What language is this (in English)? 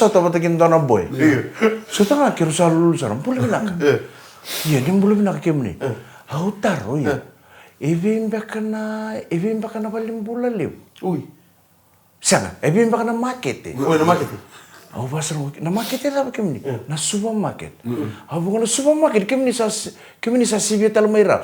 Fijian